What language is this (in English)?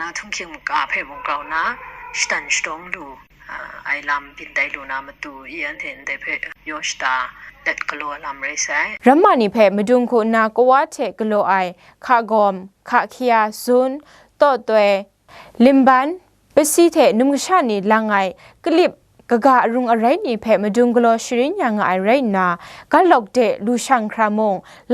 Kachin